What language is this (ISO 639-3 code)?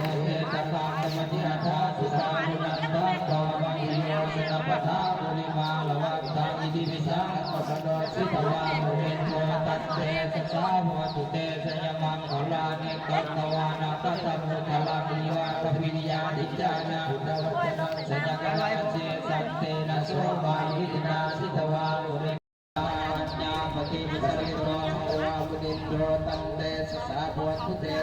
pli